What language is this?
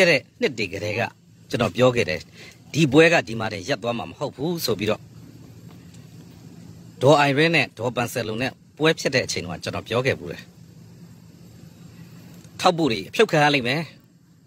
Burmese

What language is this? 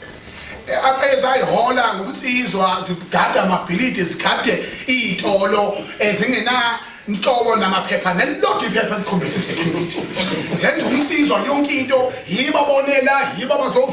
Zulu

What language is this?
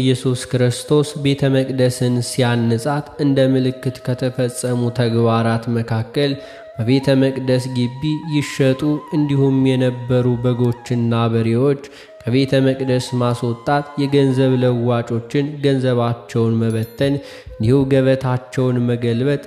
Amharic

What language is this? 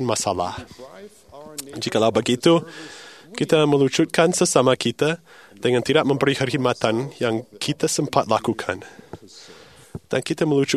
Malay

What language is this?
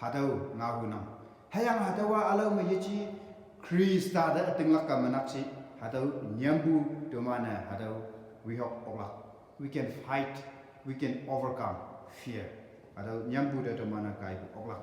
Konyak Naga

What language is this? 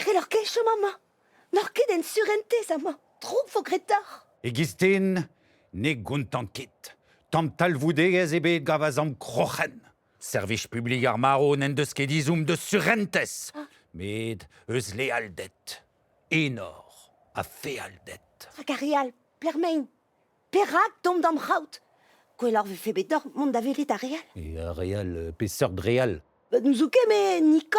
Breton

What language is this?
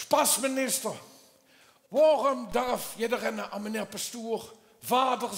Limburgish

